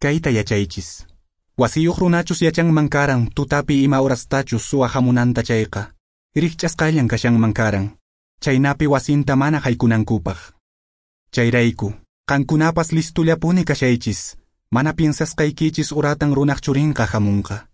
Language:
Quechua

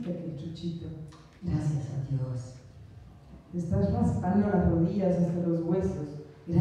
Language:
Spanish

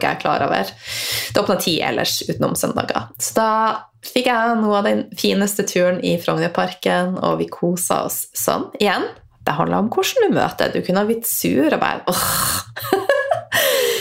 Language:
Norwegian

